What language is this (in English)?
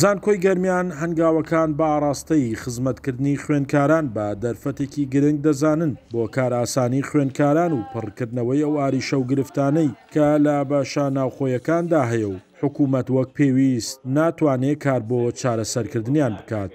Central Kurdish